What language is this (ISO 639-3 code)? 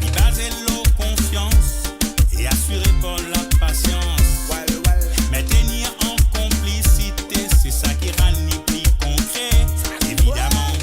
mfe